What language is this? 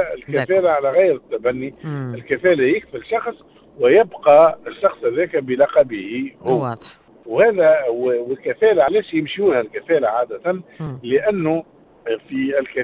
Tunisian Arabic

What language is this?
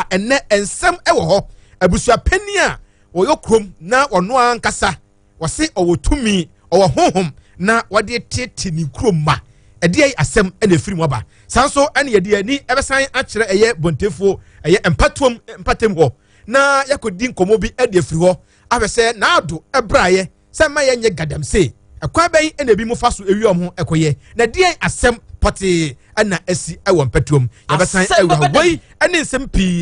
Akan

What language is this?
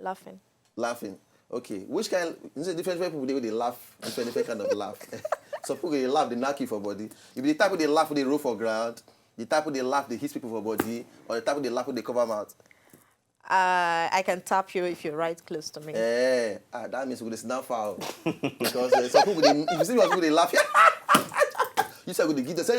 Nigerian Pidgin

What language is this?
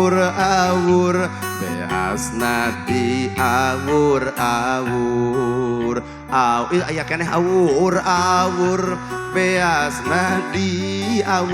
Sundanese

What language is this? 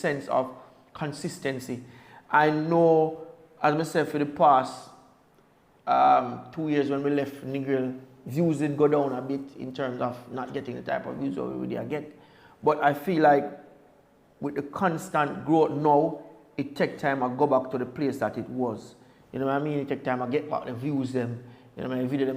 Jamaican Creole English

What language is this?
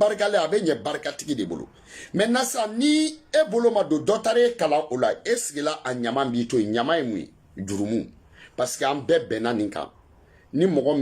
Bambara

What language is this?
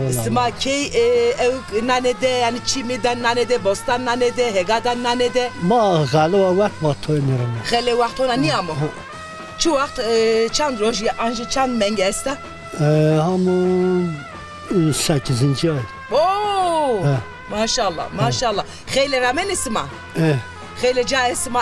Zaza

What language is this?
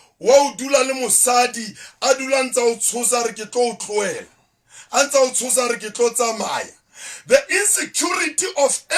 Southern Sotho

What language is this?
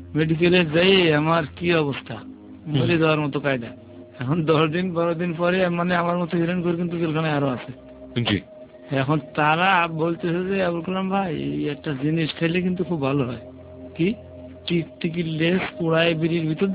Bangla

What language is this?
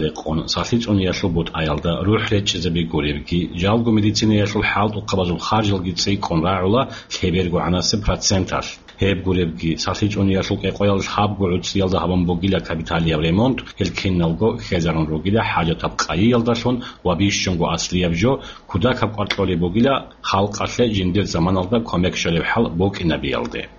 Avaric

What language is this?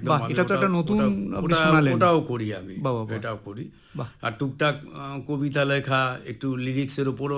Bangla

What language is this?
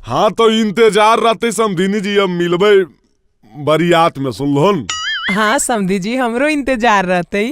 Magahi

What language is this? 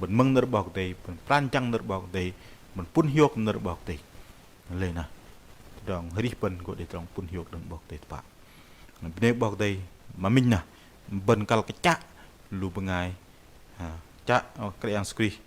Bahnar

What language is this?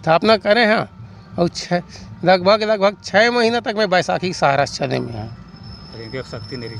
Chhattisgarhi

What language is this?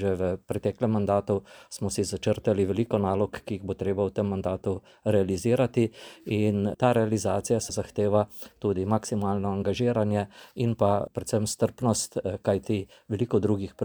Slovenian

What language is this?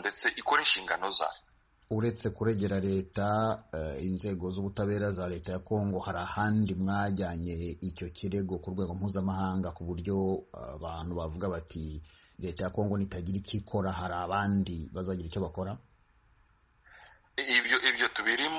Kinyarwanda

